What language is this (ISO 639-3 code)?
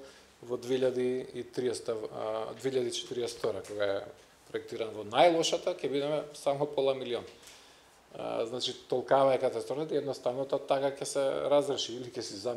mkd